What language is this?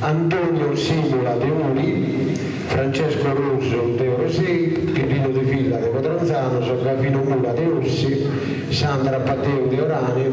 Sardinian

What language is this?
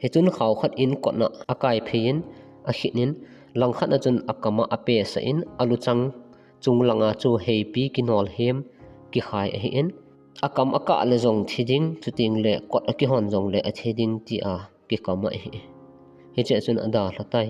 Thado Chin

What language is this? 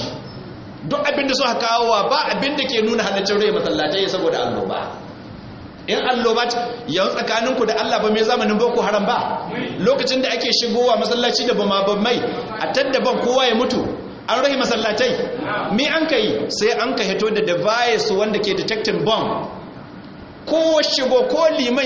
Hausa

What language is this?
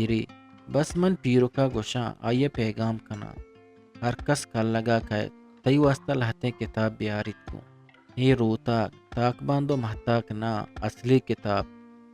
Eastern Balochi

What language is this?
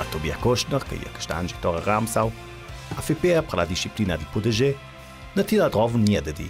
Ladin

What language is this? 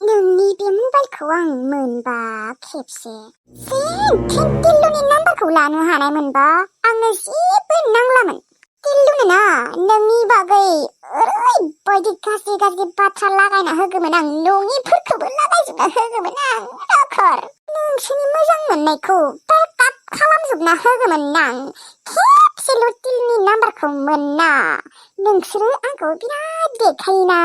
Bodo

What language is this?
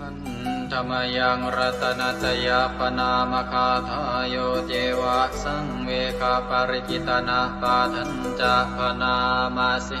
Pali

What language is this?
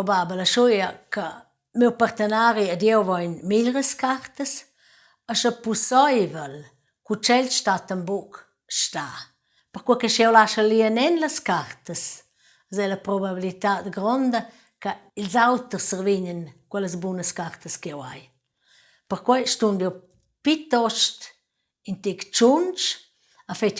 Romansh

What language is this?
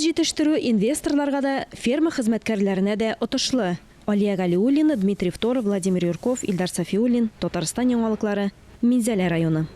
Tatar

